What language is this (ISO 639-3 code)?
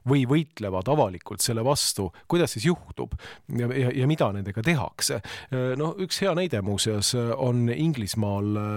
est